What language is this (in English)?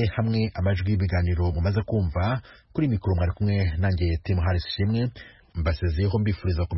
Kinyarwanda